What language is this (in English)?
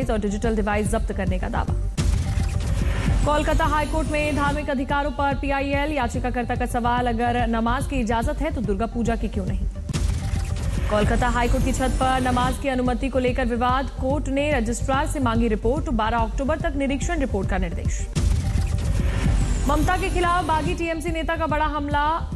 Hindi